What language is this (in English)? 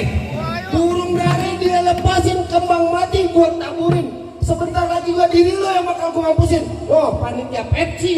Betawi